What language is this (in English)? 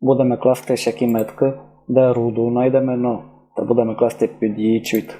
Rusyn